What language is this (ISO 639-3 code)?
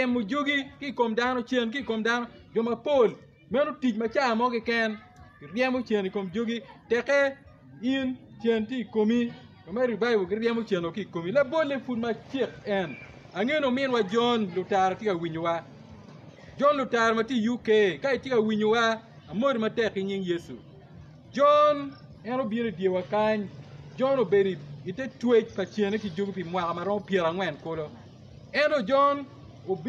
ach